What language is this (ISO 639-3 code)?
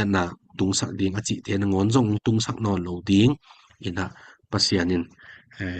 ctd